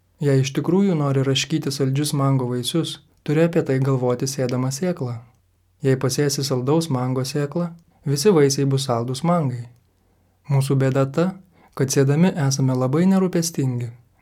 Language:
Lithuanian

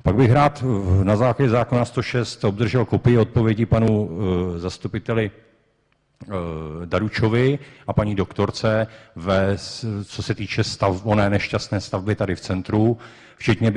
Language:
Czech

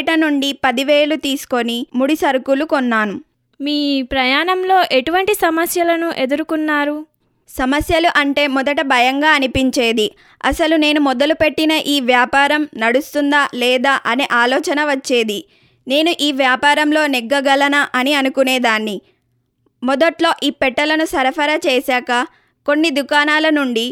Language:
Telugu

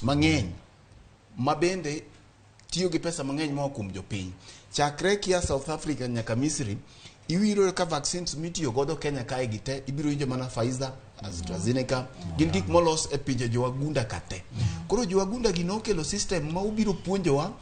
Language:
Luo (Kenya and Tanzania)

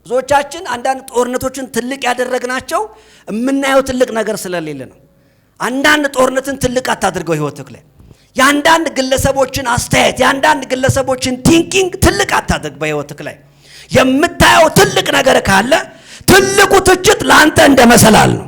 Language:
Amharic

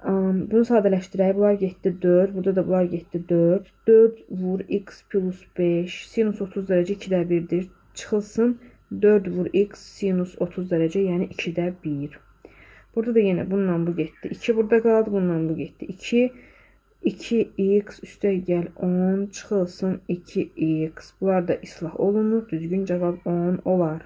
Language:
Azerbaijani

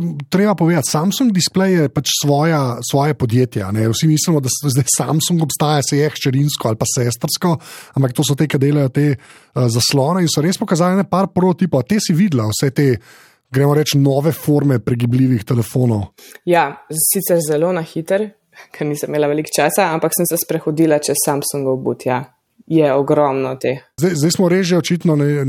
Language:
Slovenian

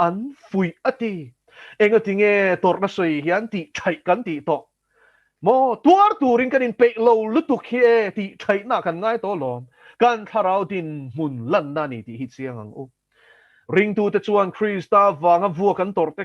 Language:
Mizo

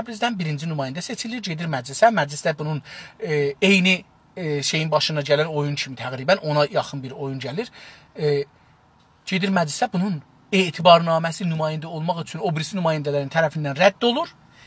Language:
South Azerbaijani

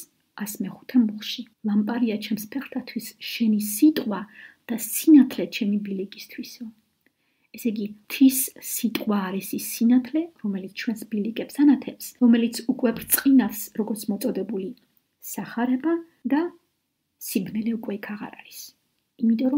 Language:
Georgian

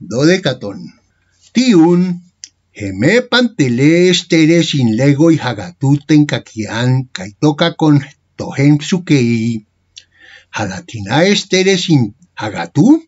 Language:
Ancient Greek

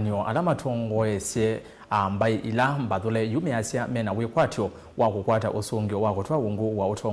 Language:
Kamba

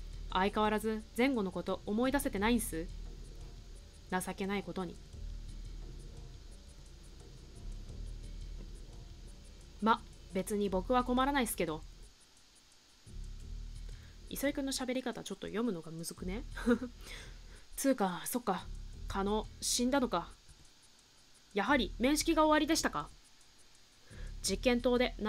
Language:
Japanese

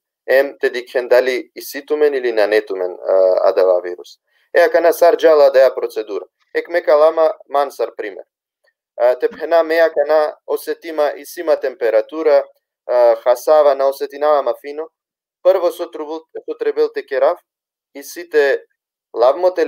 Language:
Balkan Romani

